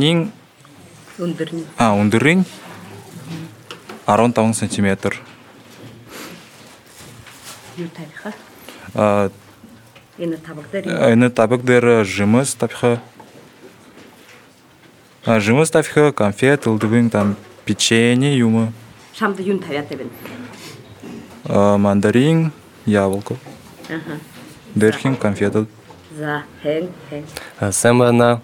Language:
Buriat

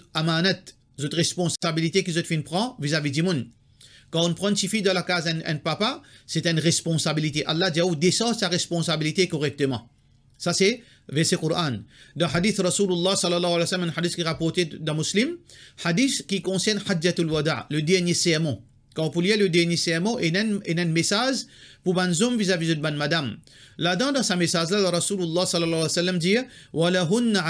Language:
Morisyen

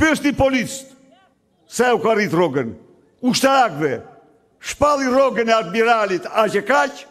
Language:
Albanian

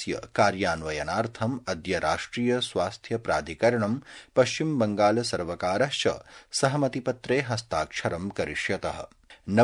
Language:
Sanskrit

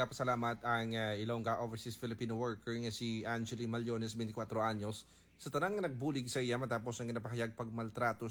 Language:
Hiligaynon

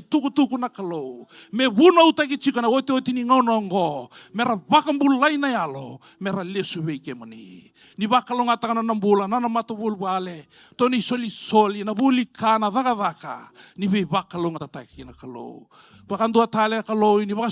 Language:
Fijian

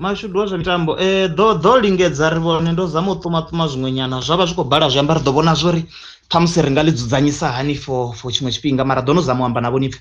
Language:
Venda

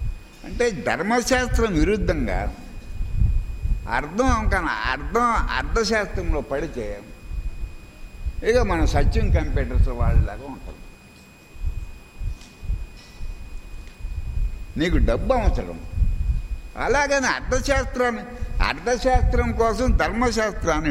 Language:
Telugu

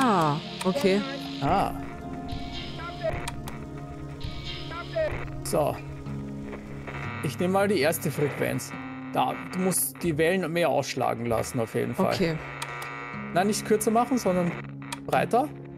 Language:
German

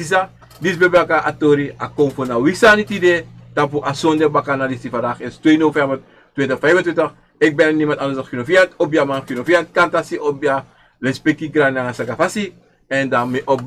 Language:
Sranan Tongo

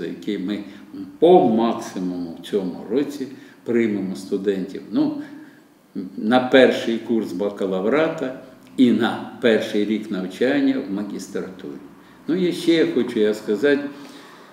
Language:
Ukrainian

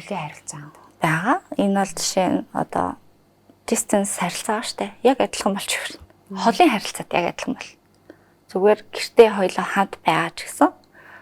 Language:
Mongolian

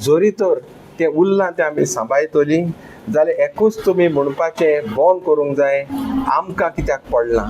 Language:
Konkani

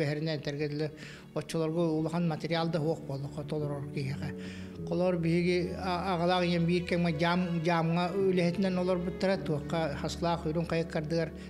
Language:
Yakut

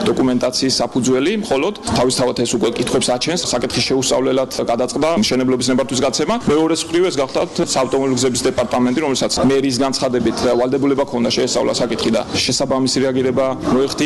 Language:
Georgian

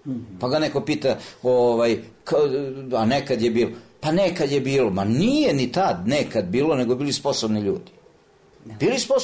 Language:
Serbian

